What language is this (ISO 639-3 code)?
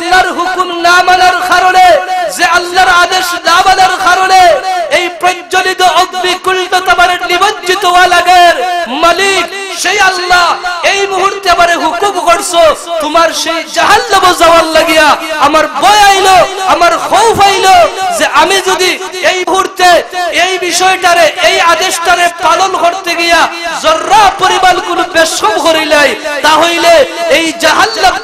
syl